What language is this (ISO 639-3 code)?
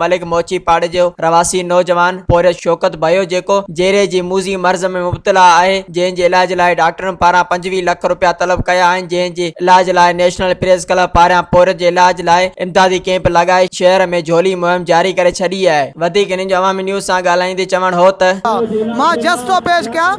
snd